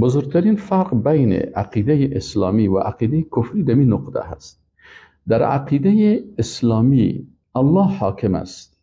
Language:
Persian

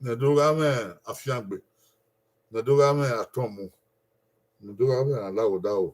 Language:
Bini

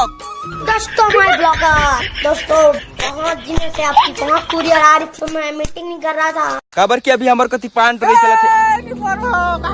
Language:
Chhattisgarhi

